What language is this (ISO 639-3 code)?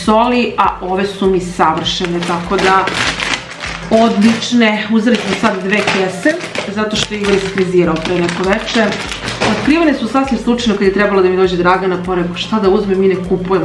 srp